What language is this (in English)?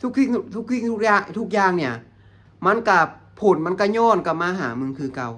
Lao